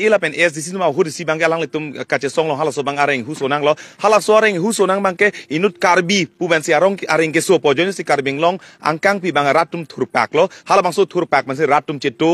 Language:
Karbi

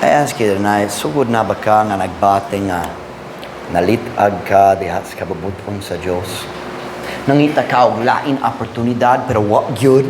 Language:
Cebuano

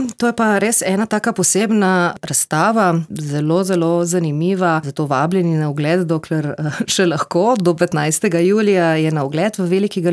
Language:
Slovenian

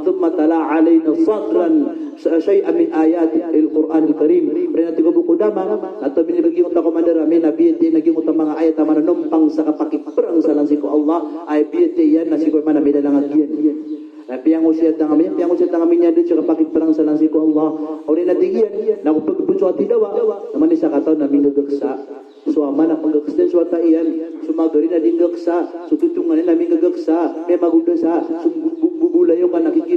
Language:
Maranao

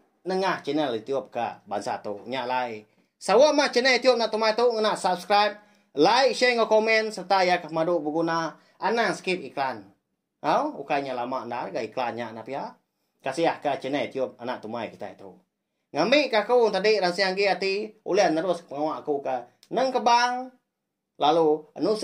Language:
Iban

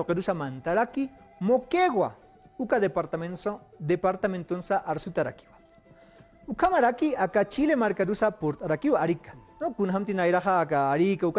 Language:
Aymara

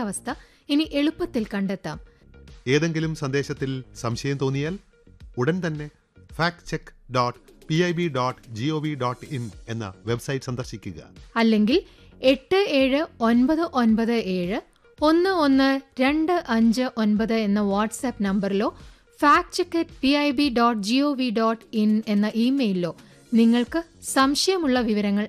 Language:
Malayalam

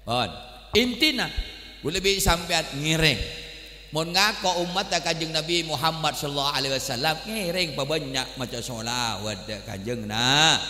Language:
Madurese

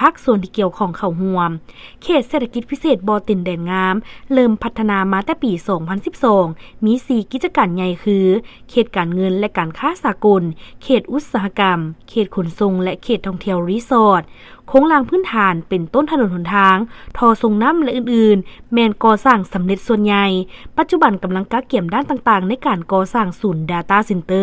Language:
Lao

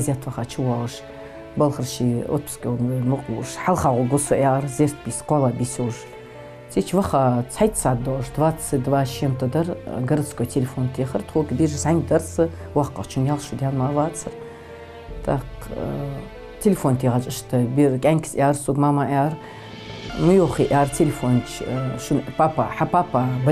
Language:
Ingush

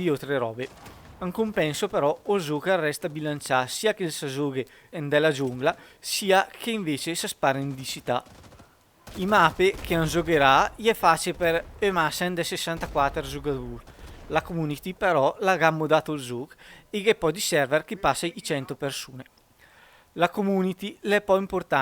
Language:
Lombard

